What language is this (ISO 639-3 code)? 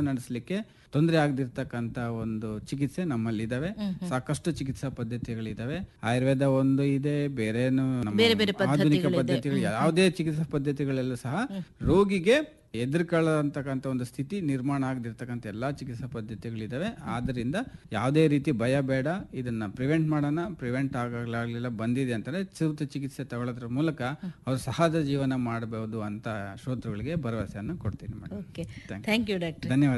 kan